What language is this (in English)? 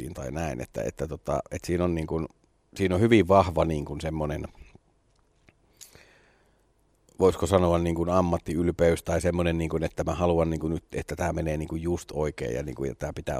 Finnish